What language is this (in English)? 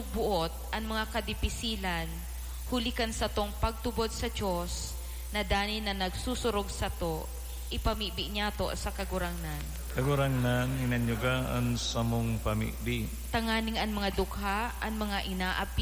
Bikol